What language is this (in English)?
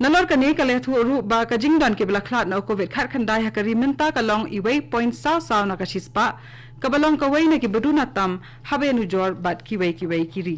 Khasi